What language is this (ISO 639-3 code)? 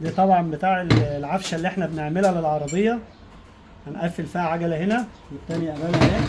arz